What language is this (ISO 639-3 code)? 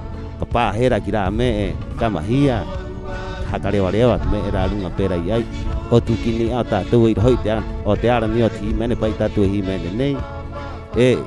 rap